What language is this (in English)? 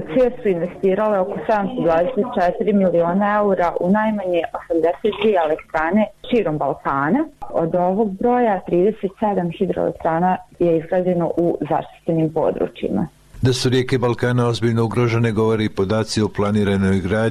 Bosnian